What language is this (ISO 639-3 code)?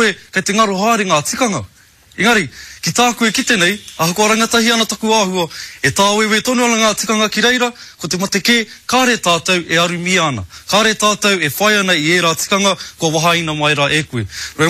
mri